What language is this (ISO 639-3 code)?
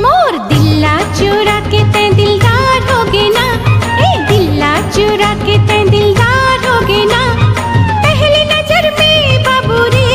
hne